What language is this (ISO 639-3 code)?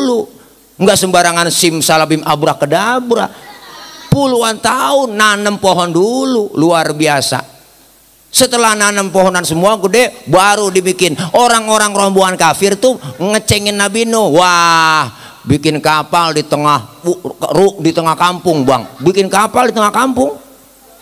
bew